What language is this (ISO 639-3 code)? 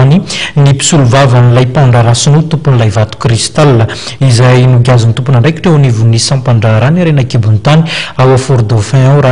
mlg